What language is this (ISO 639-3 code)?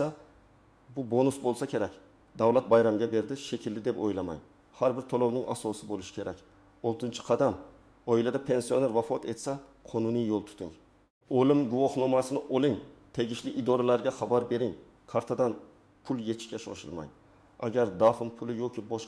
uzb